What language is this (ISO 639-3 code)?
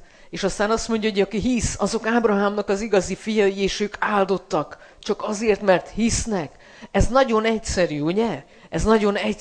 hun